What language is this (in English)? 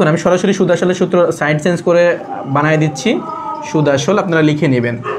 Bangla